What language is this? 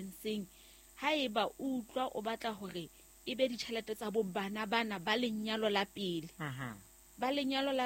Southern Sotho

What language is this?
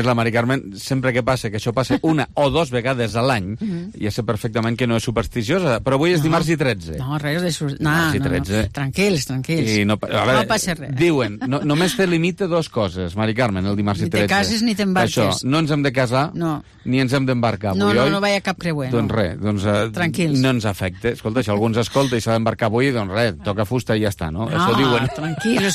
Catalan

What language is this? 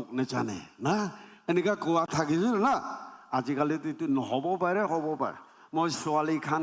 Naga Pidgin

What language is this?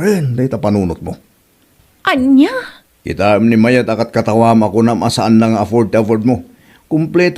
Iloko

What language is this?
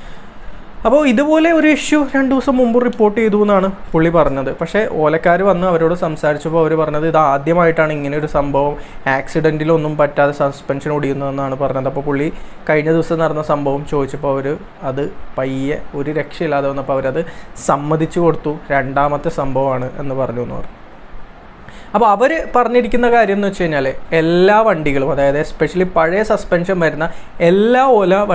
Malayalam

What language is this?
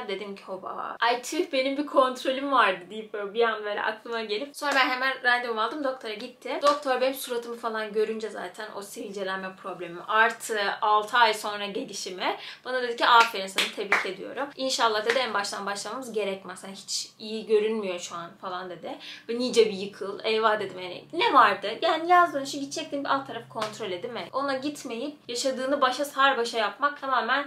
Turkish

